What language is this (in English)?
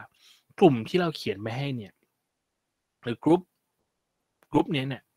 Thai